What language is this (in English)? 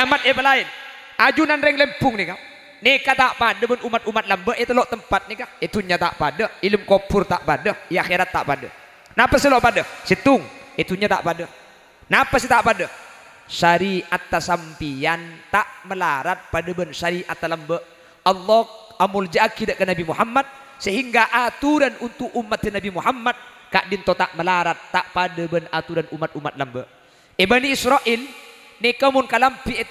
Madurese